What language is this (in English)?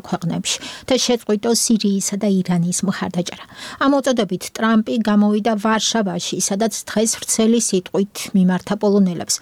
Georgian